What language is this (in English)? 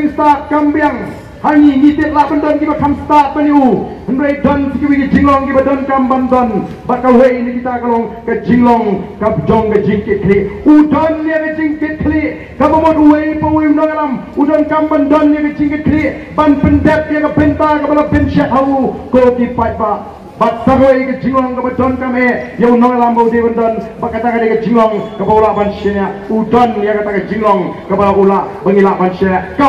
Khasi